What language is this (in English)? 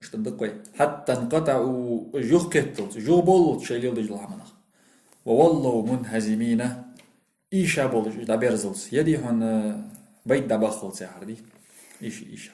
Ingush